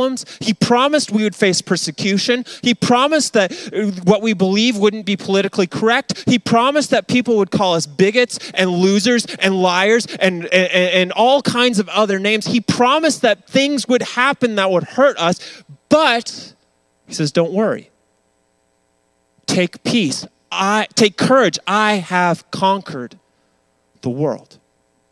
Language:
English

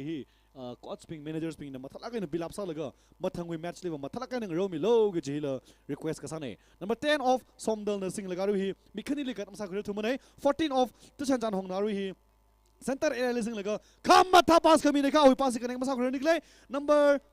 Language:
Tangkhul Naga (India)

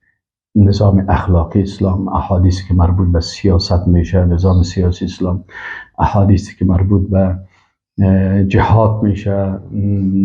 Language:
Persian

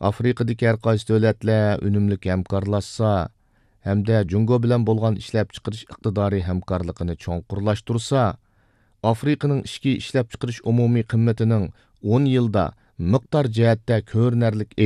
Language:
Uyghur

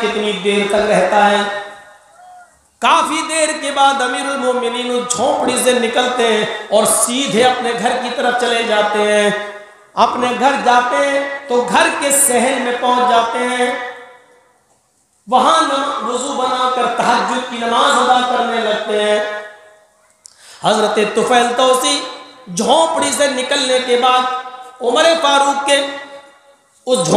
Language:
Urdu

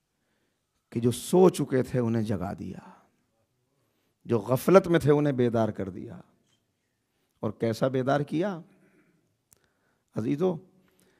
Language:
Urdu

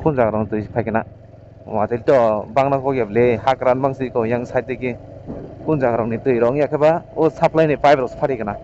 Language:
Kok Borok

